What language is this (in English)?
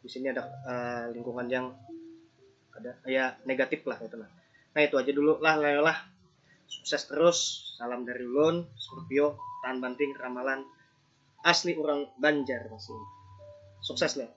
Banjar